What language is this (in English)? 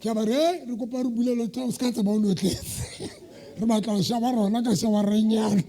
Southern Sotho